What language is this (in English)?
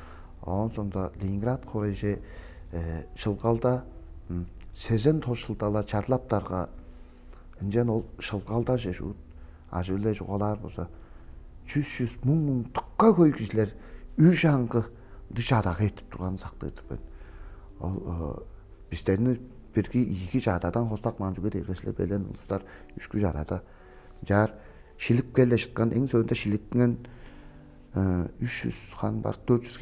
Tuvinian